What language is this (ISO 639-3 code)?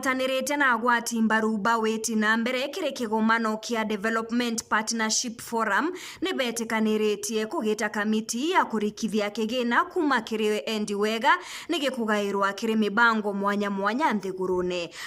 mer